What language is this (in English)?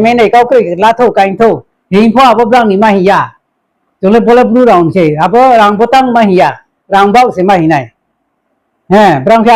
Riang (India)